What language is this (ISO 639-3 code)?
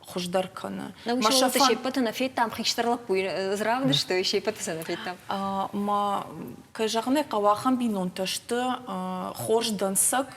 oss